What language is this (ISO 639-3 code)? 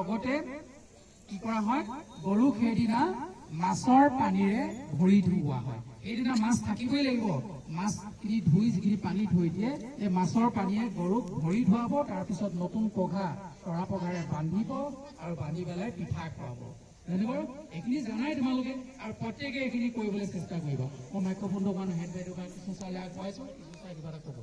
asm